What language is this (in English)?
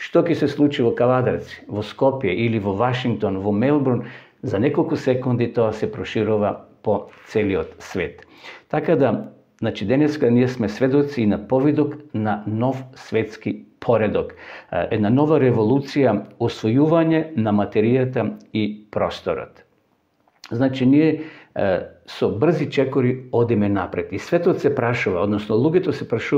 Macedonian